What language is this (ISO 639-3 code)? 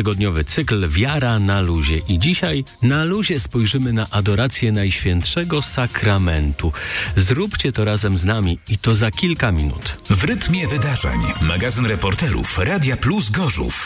pol